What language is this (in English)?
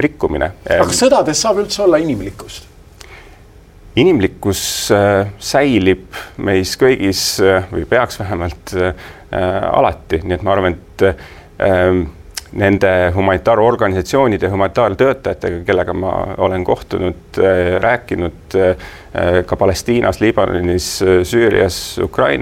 Estonian